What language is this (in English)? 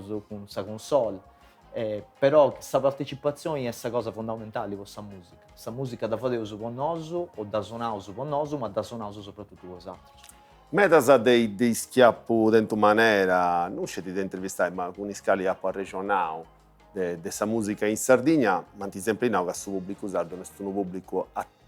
Sardinian